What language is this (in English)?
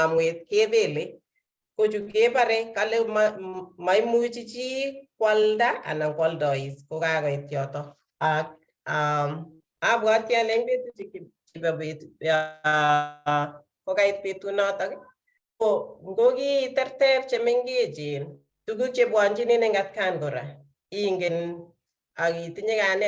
Kalenjin